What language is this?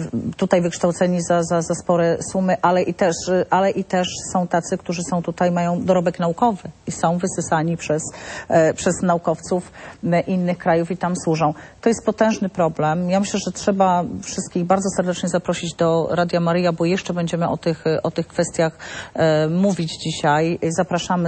Polish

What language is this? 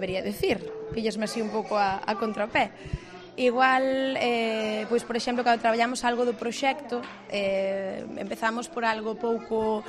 Galician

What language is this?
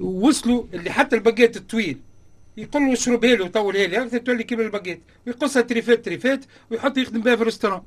Tunisian Arabic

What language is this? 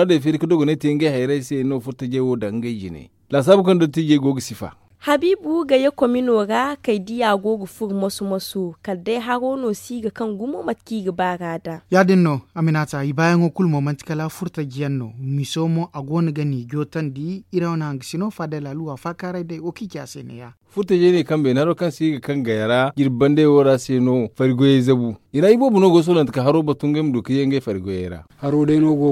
Zarma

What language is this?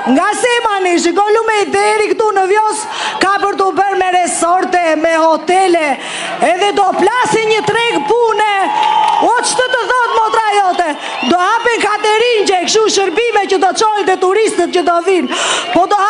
Albanian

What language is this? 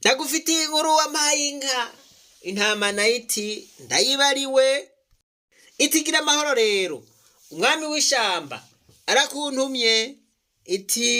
Rundi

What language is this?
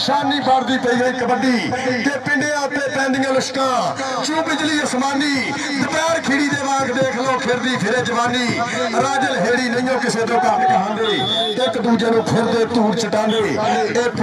Punjabi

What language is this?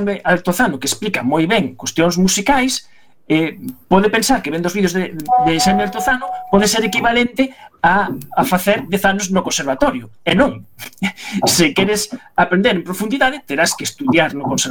Galician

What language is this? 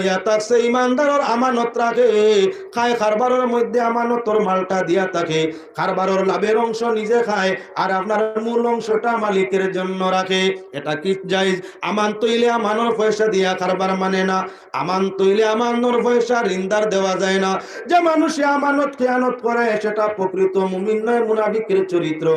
Sylheti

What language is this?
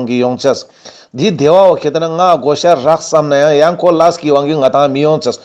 Ladakhi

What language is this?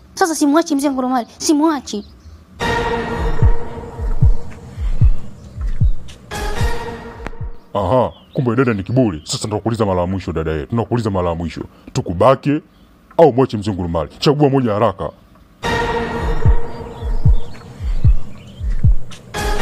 Swahili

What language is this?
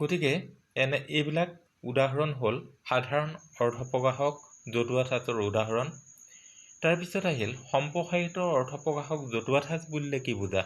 Assamese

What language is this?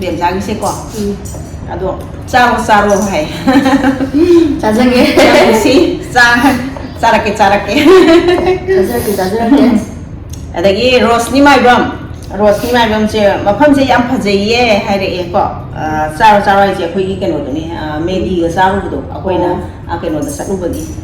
Manipuri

